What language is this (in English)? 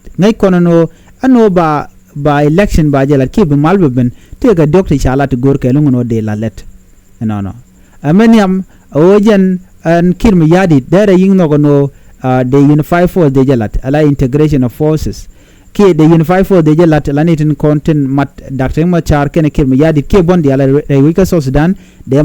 Nuer